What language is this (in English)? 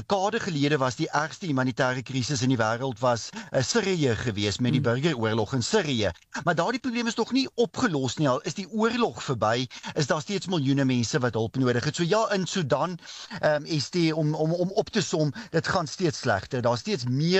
Afrikaans